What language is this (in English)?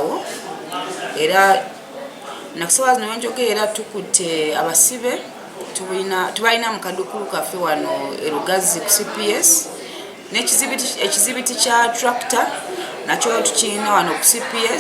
Ganda